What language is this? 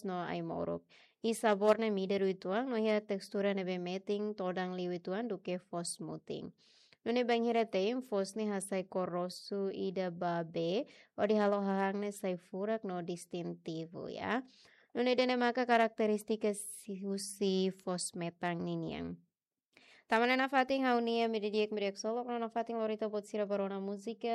Tetum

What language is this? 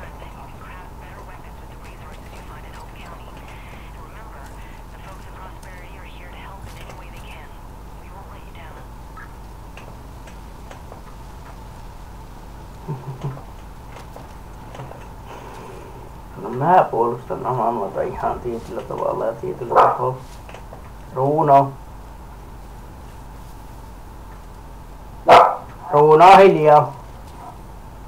Finnish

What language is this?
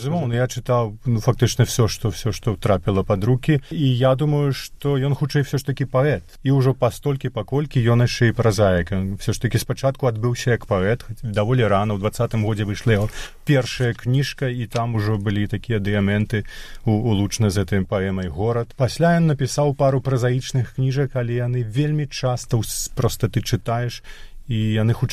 Belarusian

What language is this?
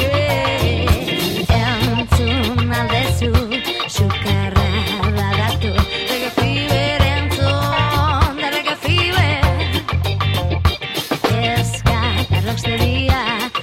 Basque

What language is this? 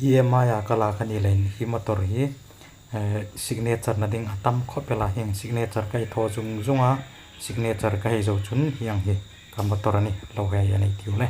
Hmar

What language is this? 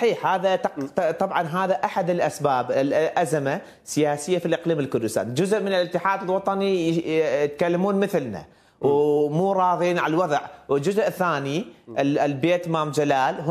Mesopotamian Arabic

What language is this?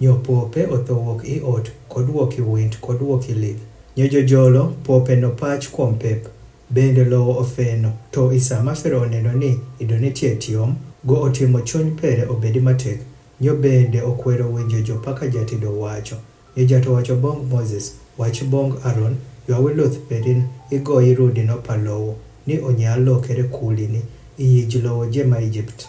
Adhola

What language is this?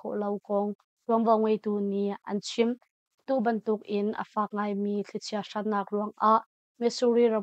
Hakha Chin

